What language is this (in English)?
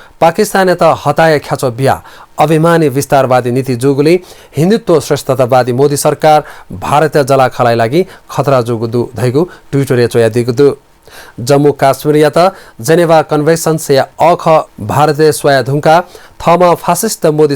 Newari